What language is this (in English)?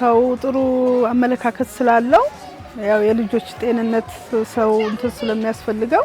Amharic